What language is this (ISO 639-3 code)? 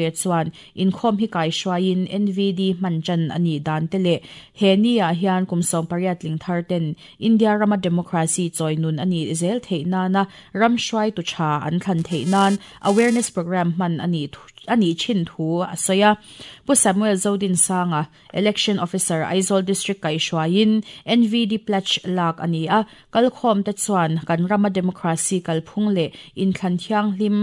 lus